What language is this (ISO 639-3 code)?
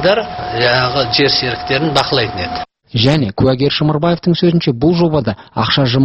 kaz